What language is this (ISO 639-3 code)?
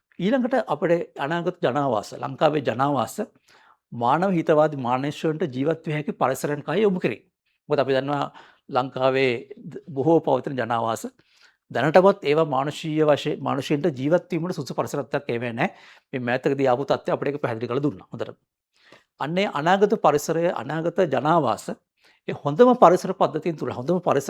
sin